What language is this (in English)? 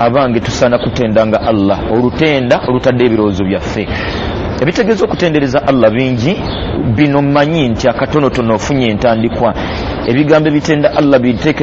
Ganda